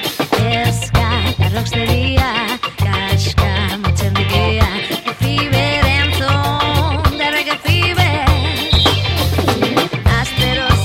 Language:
Basque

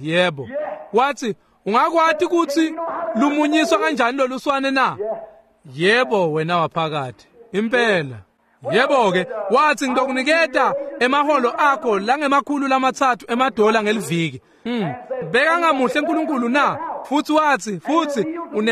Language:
Swati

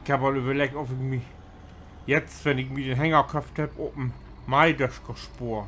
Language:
Low German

